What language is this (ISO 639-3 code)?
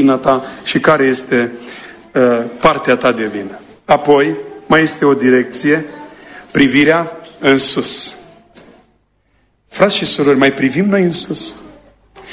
ron